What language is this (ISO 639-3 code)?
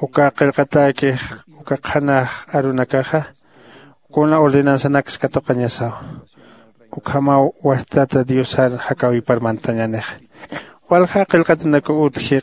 aym